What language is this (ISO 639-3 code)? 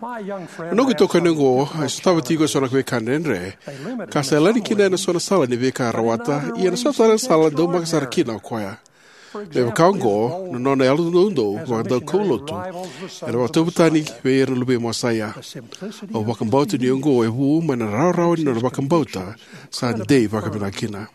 fij